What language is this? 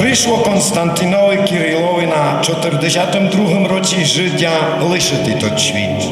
Rusyn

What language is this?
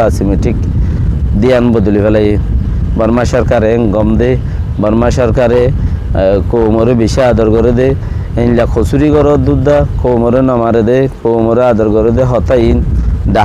Rohingya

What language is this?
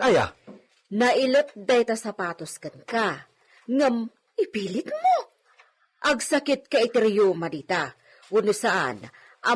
Iloko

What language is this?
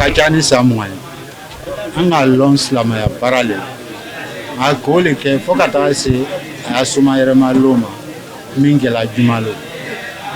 Bambara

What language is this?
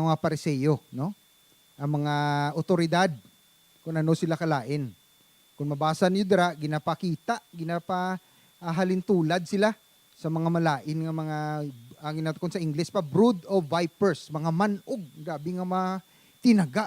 Hiligaynon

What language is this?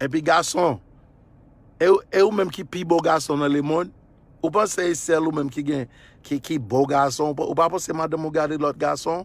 Haitian Creole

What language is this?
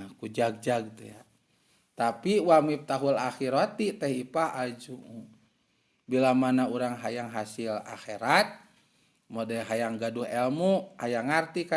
Sundanese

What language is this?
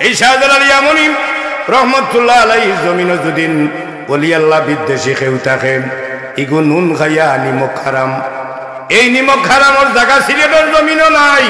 Sylheti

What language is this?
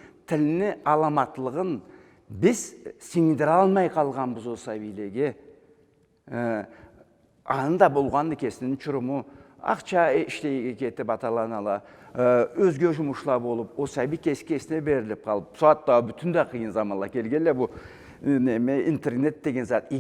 Karachay-Balkar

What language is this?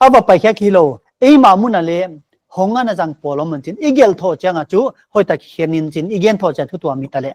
Paite Chin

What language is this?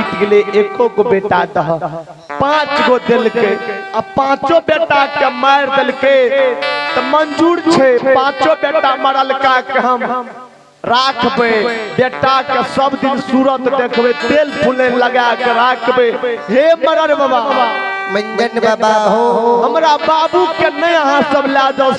Maithili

